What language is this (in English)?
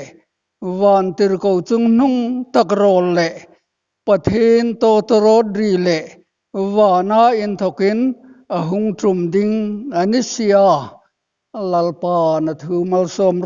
Hmar